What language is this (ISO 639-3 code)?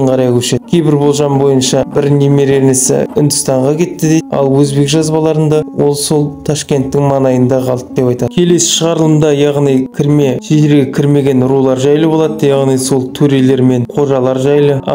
kaz